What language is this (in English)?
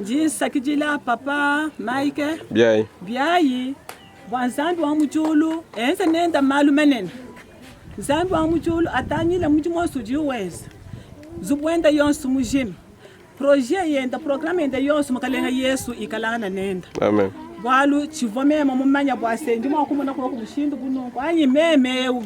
Luba-Lulua